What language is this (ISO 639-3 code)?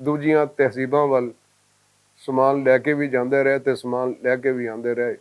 lah